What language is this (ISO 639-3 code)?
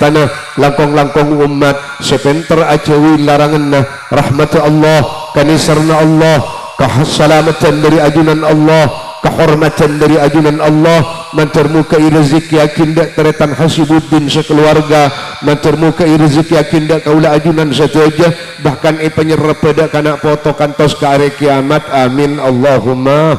mad